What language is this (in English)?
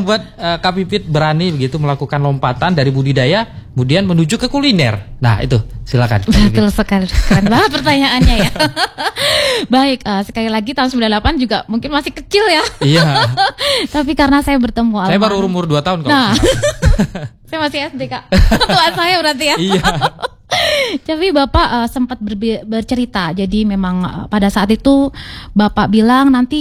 Indonesian